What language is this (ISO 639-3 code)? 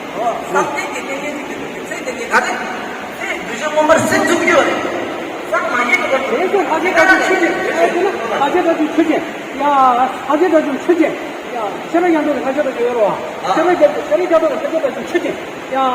bod